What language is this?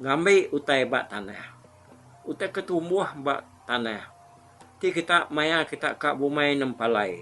Iban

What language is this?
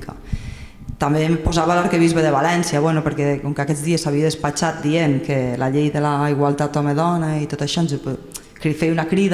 Catalan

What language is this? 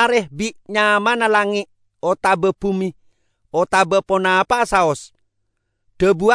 Madurese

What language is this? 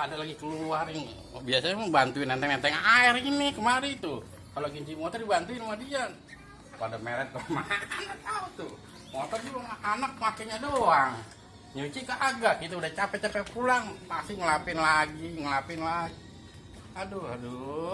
Betawi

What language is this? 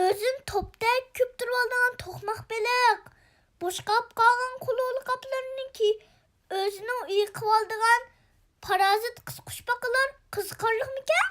Uyghur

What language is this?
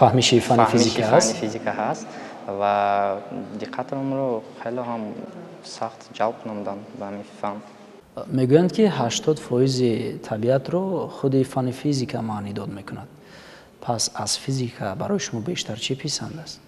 Tajik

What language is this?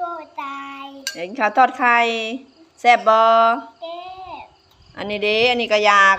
Lao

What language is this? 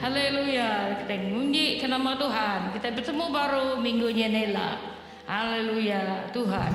Iban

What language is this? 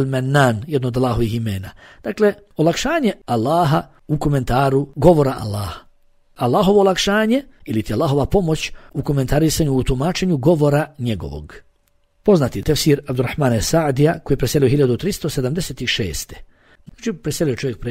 Bosnian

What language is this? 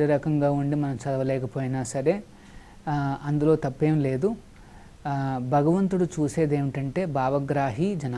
Telugu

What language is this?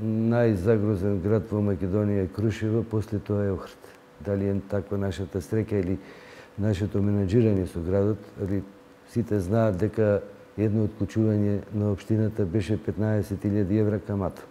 Macedonian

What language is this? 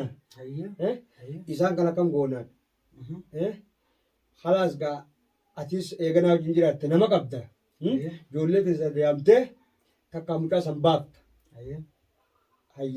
Oromo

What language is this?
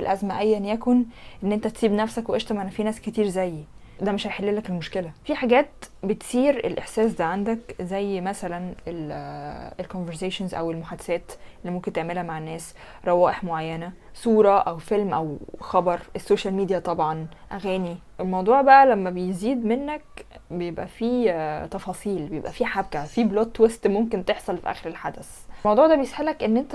Egyptian Arabic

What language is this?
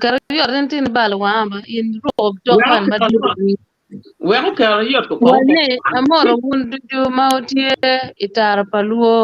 Acoli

